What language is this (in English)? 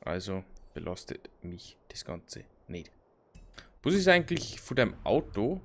Bavarian